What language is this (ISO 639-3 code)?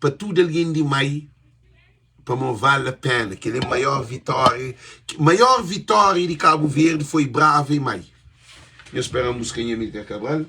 kea